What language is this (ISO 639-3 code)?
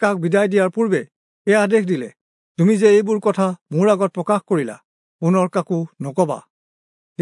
asm